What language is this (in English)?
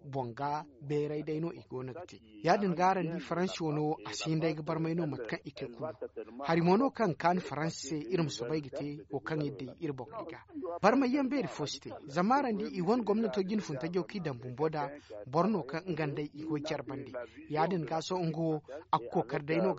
Zarma